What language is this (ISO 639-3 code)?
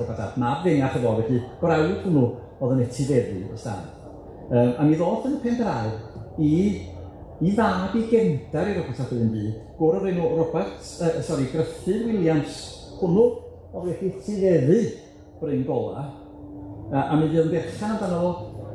cym